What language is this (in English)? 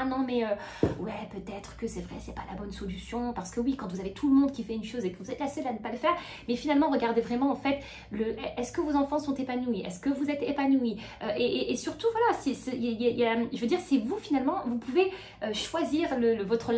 French